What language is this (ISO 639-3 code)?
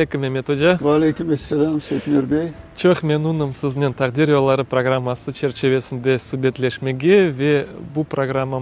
crh